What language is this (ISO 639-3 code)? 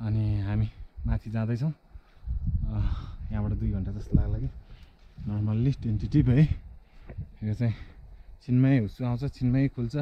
nep